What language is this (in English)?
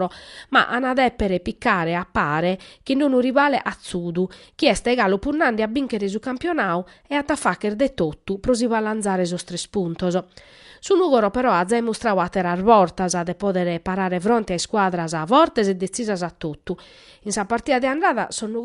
Sardinian